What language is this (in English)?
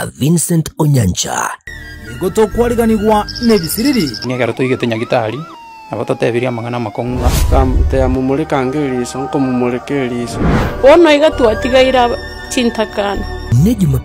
Gusii